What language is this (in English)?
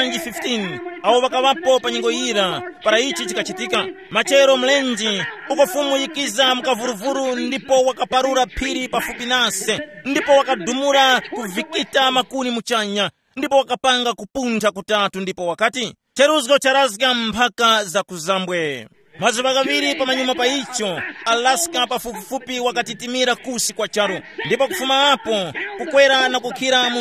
Tumbuka